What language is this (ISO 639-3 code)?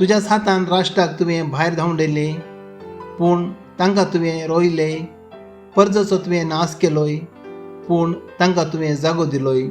kok